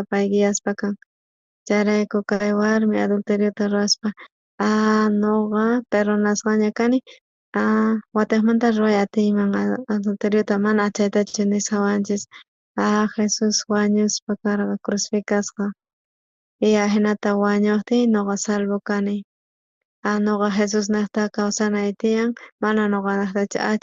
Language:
South Bolivian Quechua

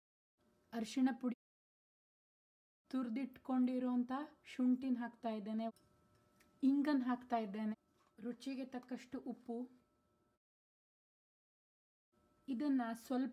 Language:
Kannada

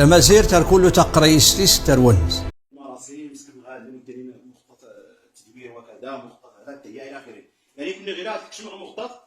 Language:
Moroccan Arabic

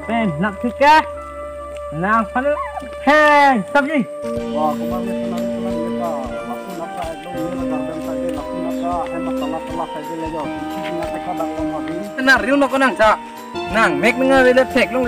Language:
Karbi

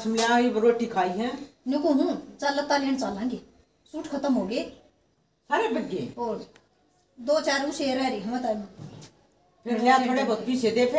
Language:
Haryanvi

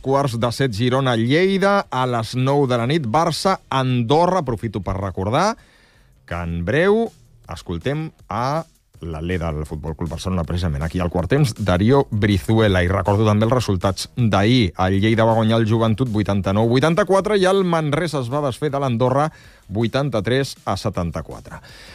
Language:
Catalan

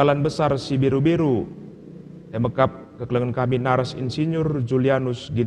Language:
Batak Karo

